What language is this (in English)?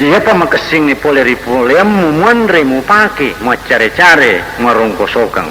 Buginese